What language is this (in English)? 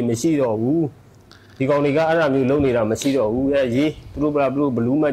Burmese